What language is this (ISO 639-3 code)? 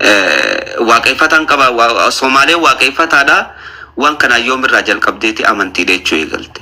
orm